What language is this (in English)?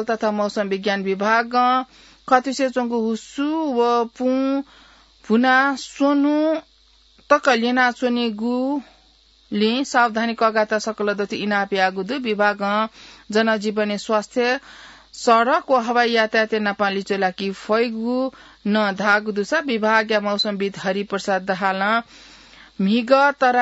Newari